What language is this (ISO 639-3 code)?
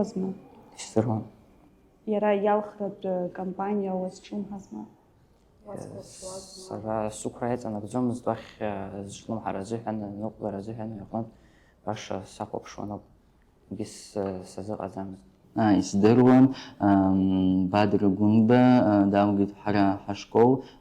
abk